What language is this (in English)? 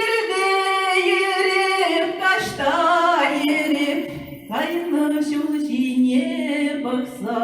Chuvash